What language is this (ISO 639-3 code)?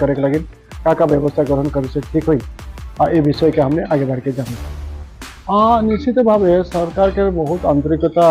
sck